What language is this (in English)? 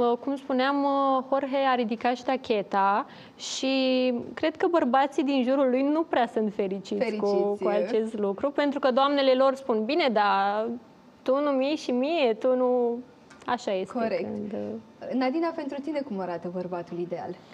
Romanian